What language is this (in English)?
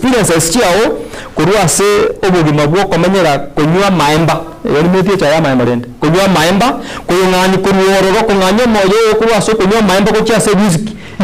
Gusii